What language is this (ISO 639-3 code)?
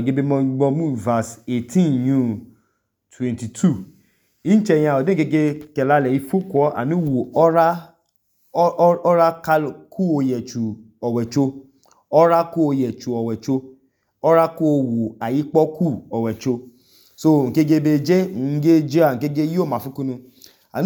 idu